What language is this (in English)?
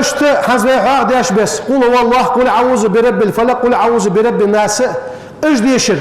Ingush